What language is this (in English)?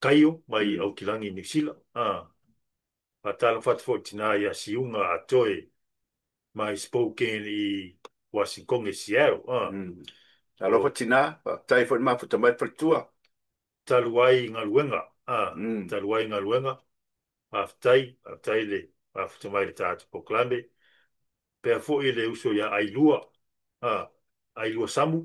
Samoan